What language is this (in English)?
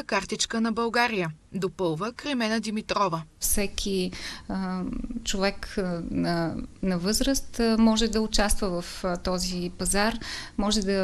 Bulgarian